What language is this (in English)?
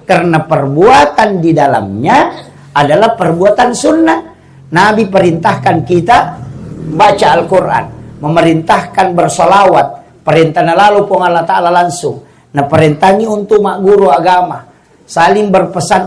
Buginese